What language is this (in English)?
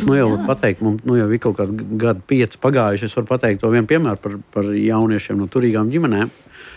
Latvian